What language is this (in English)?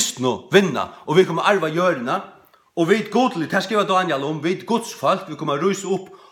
Faroese